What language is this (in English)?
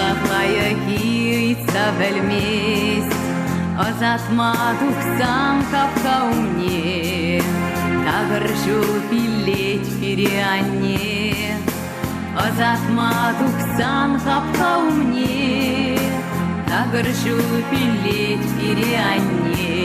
Chuvash